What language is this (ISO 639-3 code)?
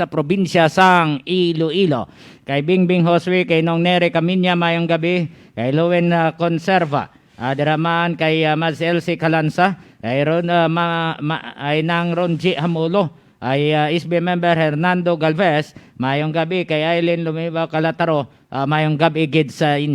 hil